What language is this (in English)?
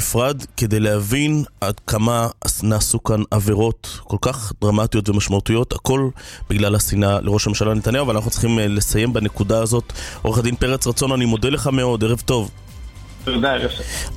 Hebrew